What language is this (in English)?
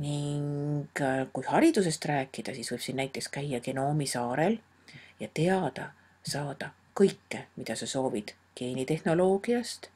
Estonian